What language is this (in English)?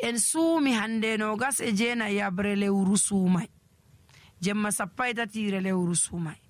Nigerian Fulfulde